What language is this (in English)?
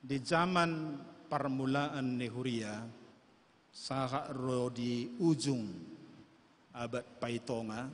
Batak Toba